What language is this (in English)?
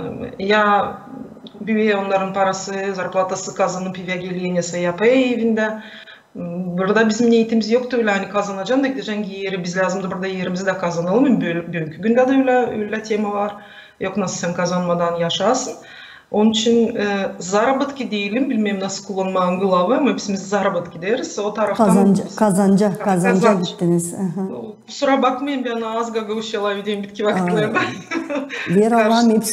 Gagauz